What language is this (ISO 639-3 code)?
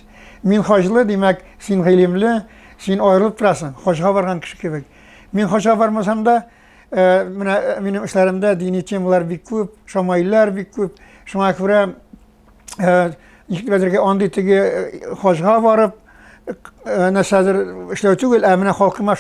tat